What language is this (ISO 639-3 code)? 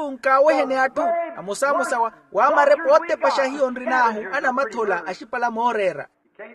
vmw